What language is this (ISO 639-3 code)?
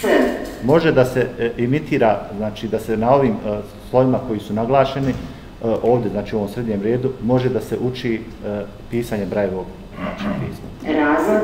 bos